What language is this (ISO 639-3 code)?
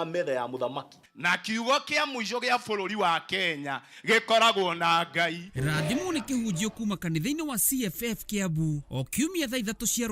kik